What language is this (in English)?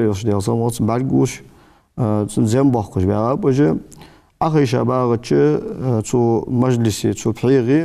Ingush